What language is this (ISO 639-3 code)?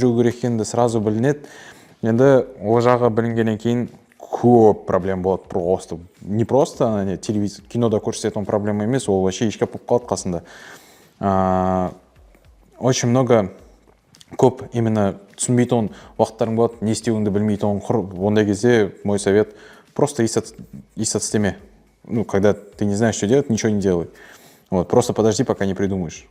kaa